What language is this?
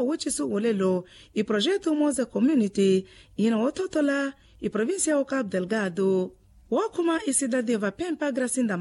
Makhuwa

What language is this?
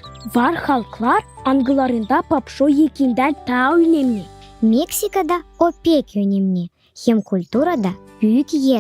Gagauz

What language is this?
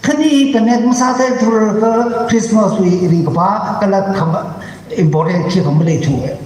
Tangkhul Naga (India)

